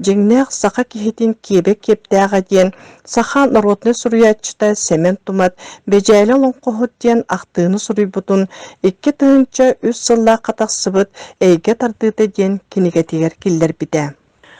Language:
Yakut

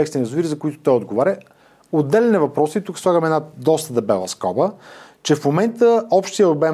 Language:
Bulgarian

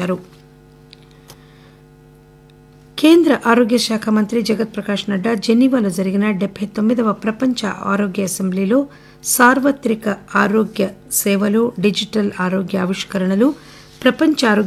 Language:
Telugu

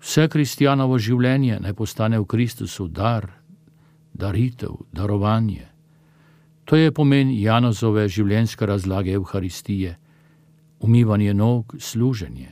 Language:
Slovenian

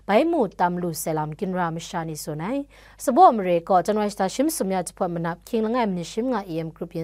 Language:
Kachin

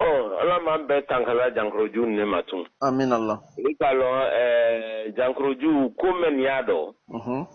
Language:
Bambara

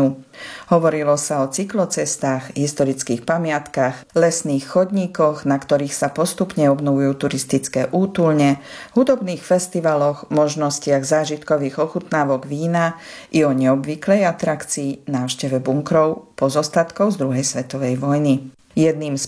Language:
Slovak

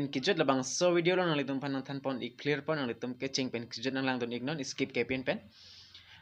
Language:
Karbi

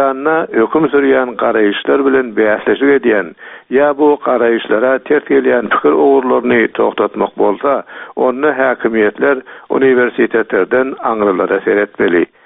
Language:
Turkmen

